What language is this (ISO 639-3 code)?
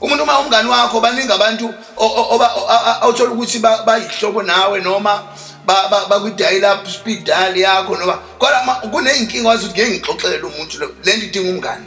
zul